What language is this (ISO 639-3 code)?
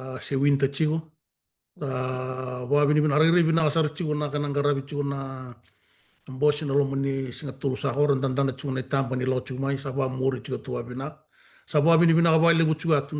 fij